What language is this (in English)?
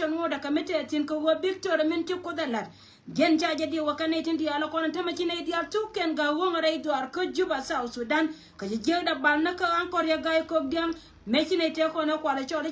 Nuer